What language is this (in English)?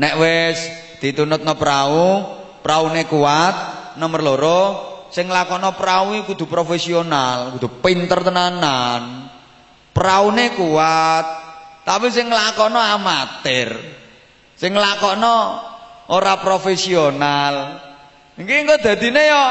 Javanese